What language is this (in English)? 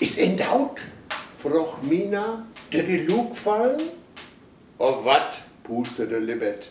Westphalien